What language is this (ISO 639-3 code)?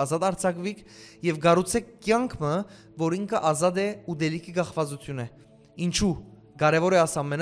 hyw